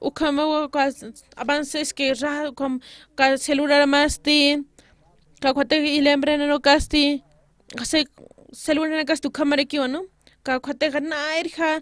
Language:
Aymara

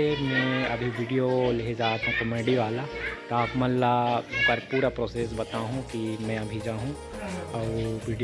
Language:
Chhattisgarhi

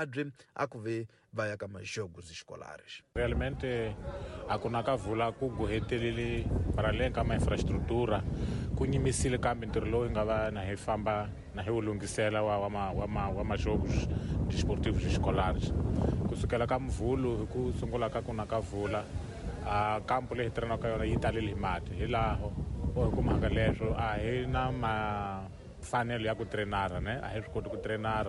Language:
Tsonga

